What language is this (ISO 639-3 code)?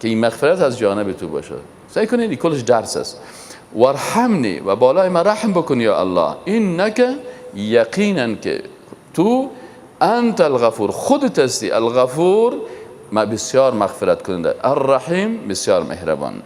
fas